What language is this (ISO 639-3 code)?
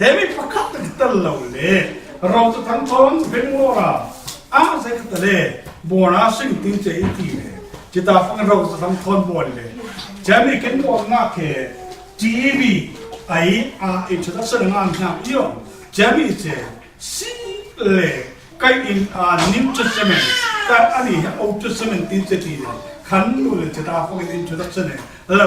cfm